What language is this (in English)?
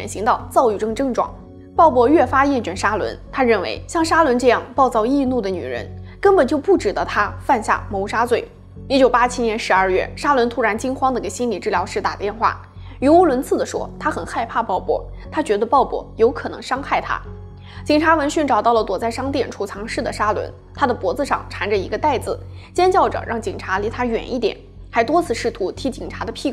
Chinese